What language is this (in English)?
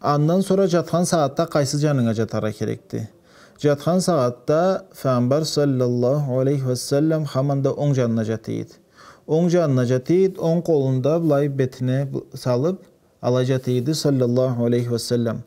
Karachay-Balkar